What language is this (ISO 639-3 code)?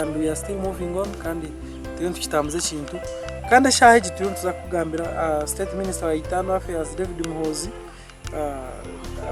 nyn